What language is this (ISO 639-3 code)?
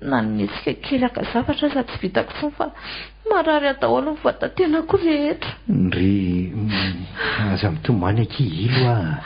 mlg